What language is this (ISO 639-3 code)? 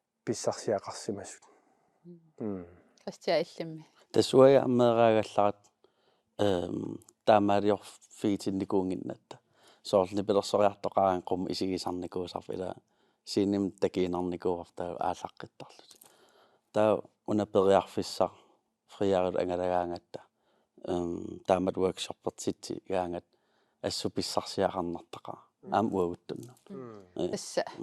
kal